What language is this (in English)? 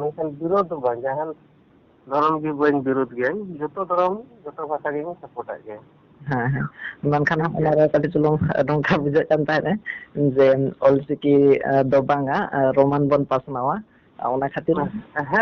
Santali